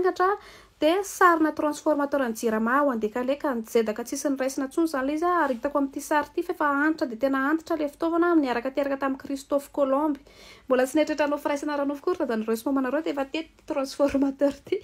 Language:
Malagasy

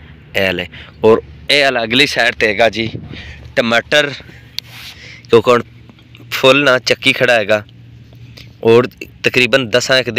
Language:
Punjabi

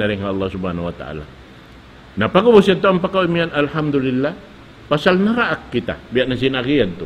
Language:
Tausug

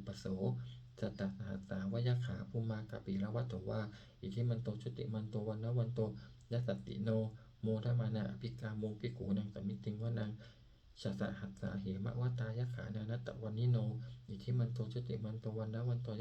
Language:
Pali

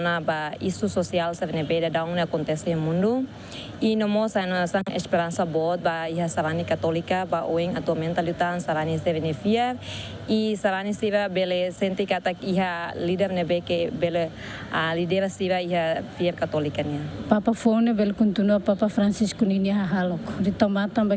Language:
Tetum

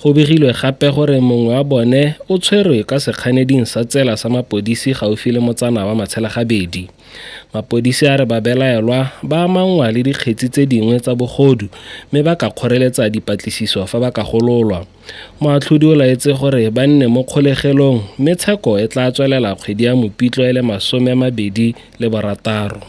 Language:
Tswana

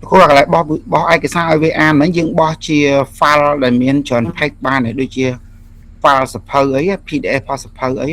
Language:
Khmer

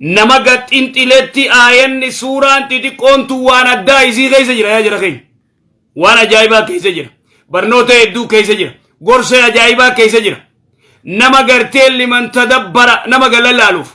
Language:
Oromo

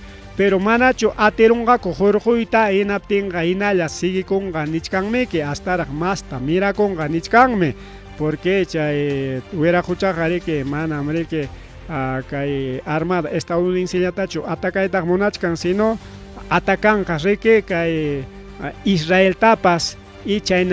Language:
Ayacucho Quechua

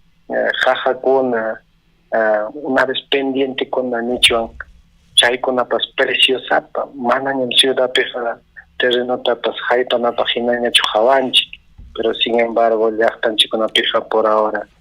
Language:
Ayacucho Quechua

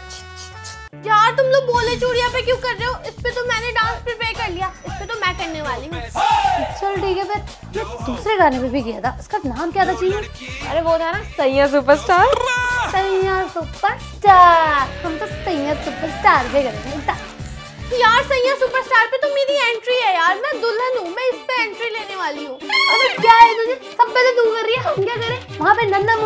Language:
Hindi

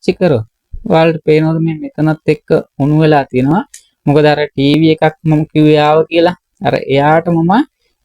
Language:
Sinhala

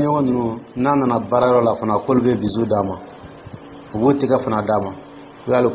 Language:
Dyula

